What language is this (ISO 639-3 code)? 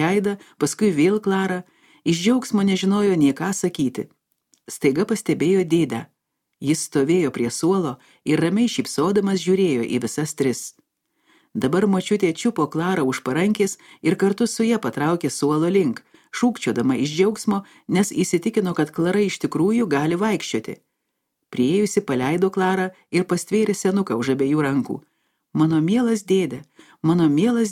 lit